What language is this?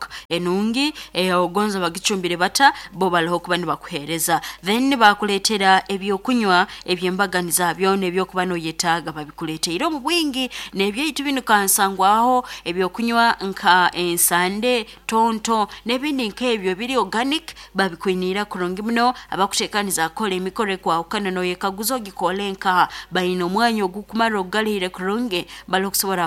Nyoro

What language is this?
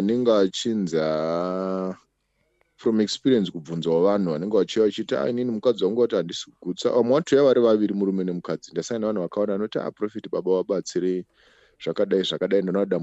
Shona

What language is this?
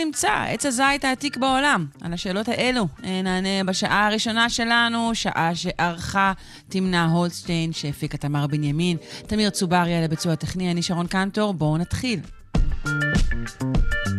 Hebrew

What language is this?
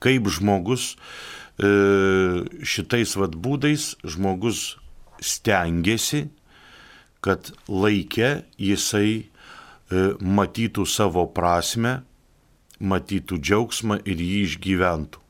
Lithuanian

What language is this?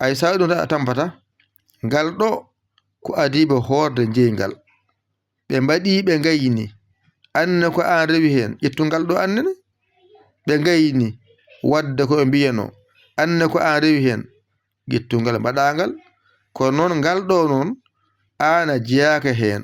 Fula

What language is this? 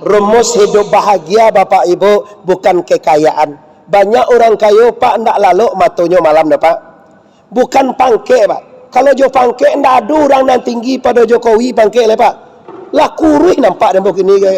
Minangkabau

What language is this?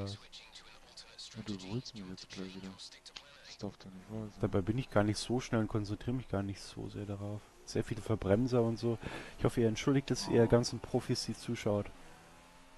German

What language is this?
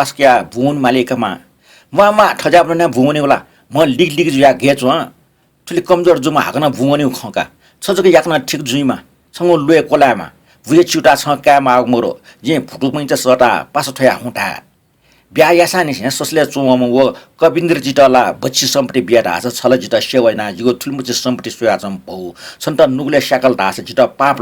Newari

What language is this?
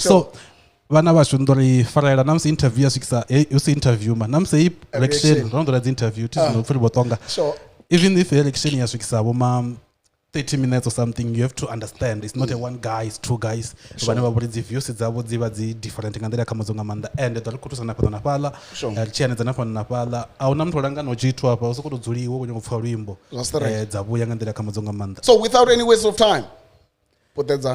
Venda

